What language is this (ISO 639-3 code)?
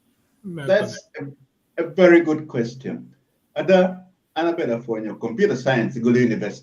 ach